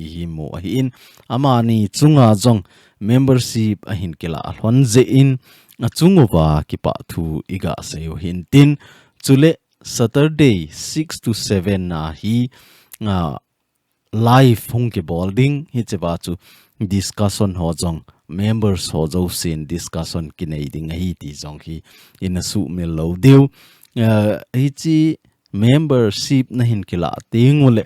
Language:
Thado Chin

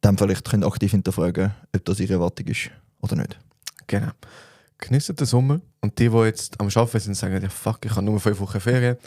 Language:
Swiss German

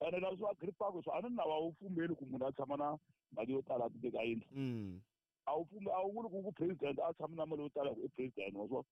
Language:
Tsonga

